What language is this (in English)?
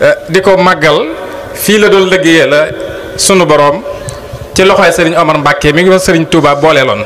Wolof